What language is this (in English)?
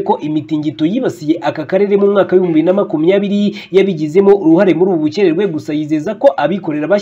Kinyarwanda